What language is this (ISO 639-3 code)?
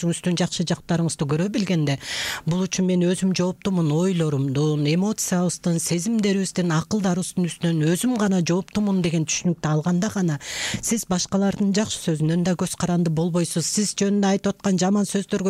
kir